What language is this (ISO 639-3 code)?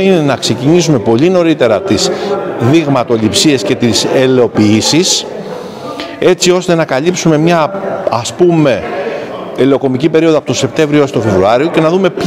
ell